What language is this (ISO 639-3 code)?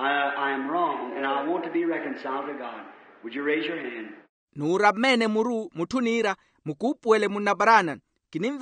vmw